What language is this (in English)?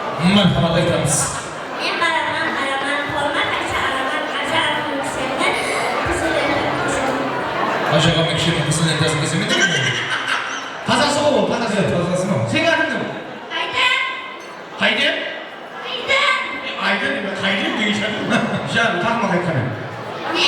Kara-Kalpak